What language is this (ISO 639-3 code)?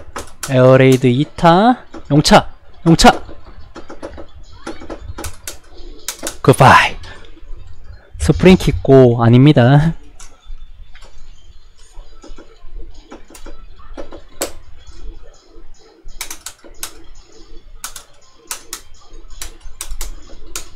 kor